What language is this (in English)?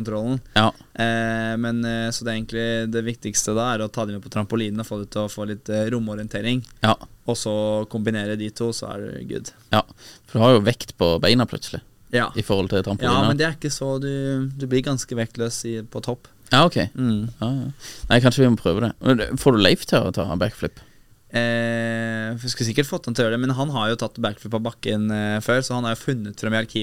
Norwegian